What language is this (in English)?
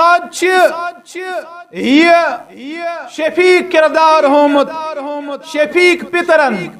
Kashmiri